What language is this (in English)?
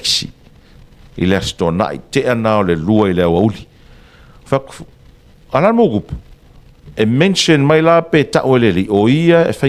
Samoan